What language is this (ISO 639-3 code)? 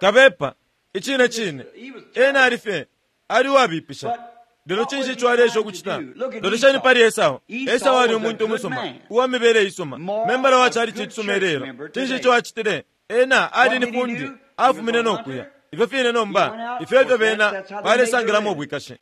bem